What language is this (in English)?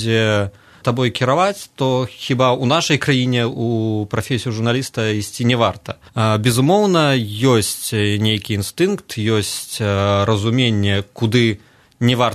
Belarusian